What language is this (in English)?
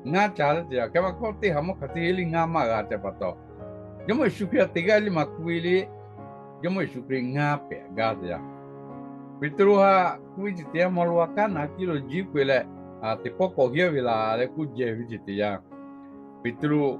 Lahu